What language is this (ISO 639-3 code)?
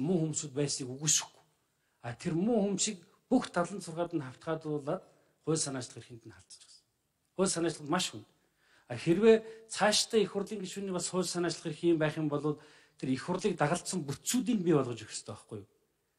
mon